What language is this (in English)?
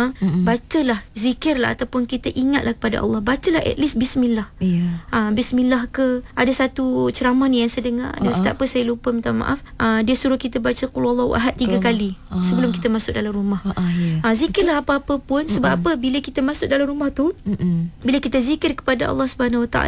Malay